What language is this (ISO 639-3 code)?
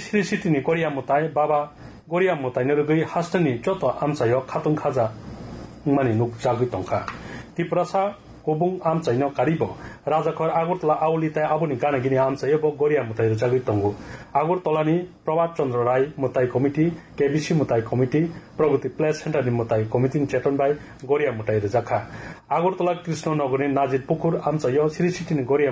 trp